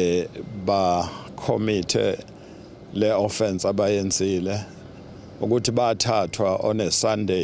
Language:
Zulu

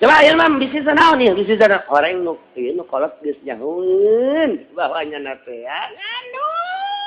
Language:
Sundanese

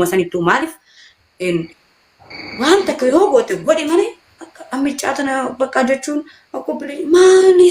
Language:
Oromo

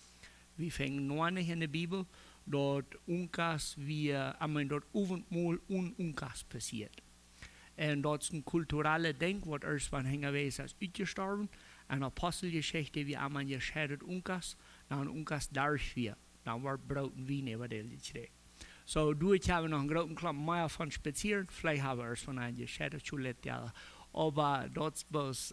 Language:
Plautdietsch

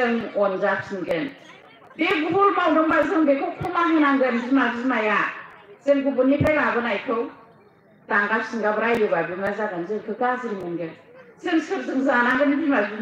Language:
Bodo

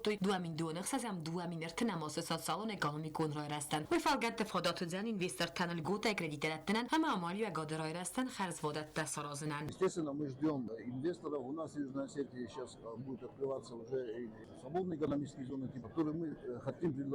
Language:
Ossetic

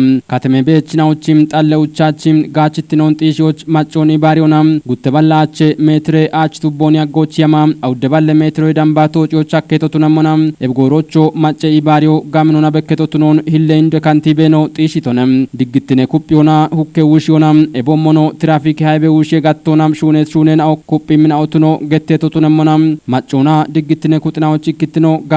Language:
Kafa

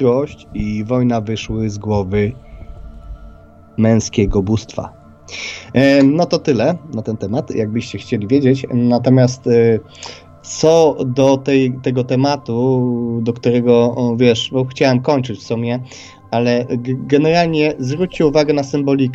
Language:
Polish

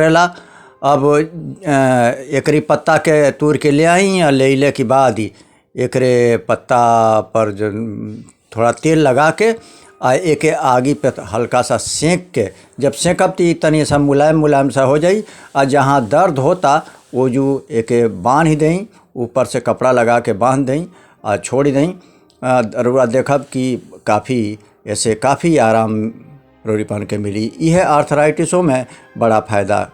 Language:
Bhojpuri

